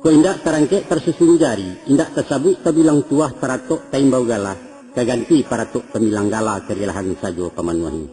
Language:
Minangkabau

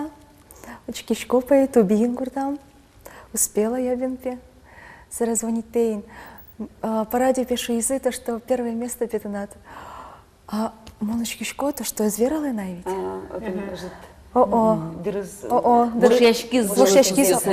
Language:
Udmurt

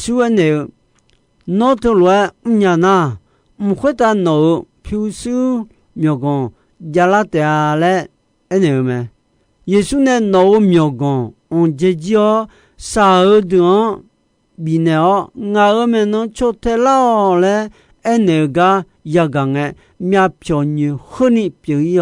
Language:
Akha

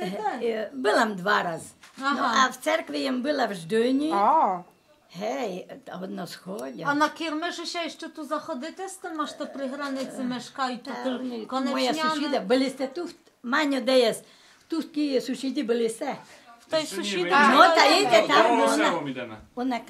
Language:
Rusyn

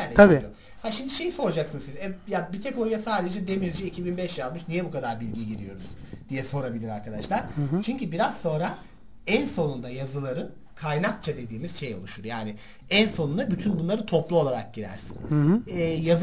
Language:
Turkish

